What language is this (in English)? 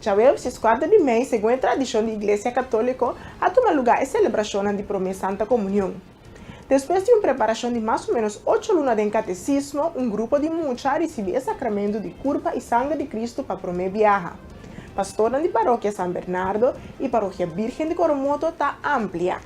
Papiamento